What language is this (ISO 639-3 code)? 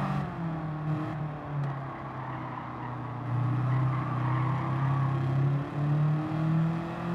hun